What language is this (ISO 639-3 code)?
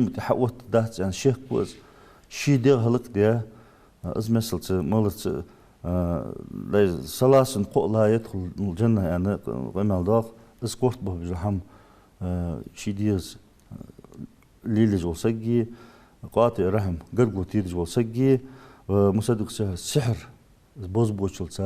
inh